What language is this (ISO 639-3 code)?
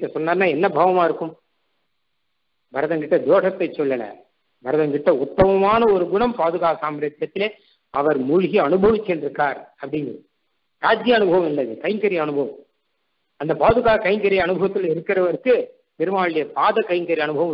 tam